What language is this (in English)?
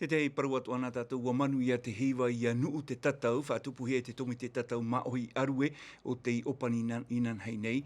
Tahitian